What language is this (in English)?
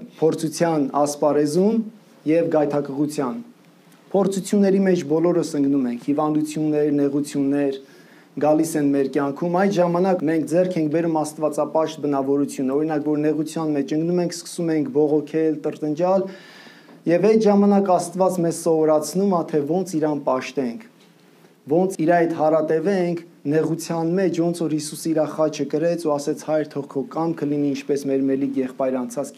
Armenian